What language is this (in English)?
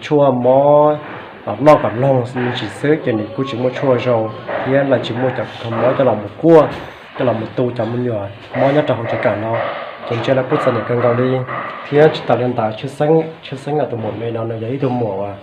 Hmong